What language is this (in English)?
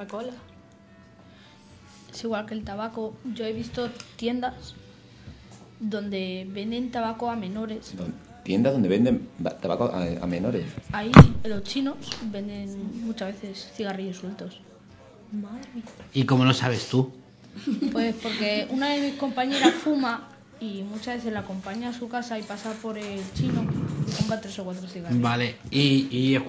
Spanish